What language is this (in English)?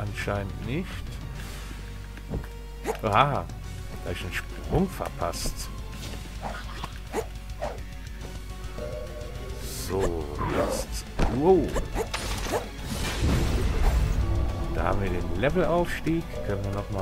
German